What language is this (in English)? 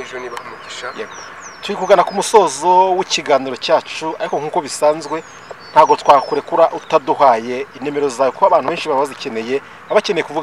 Kinyarwanda